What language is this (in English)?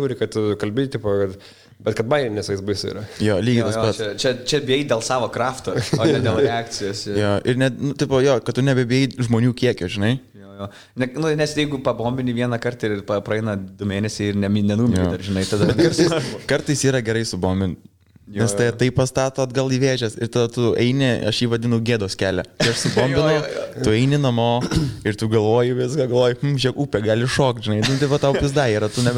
Lithuanian